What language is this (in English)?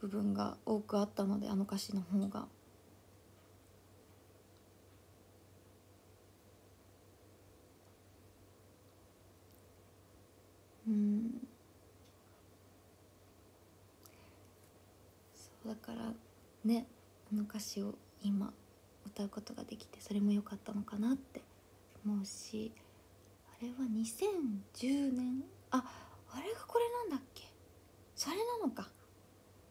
Japanese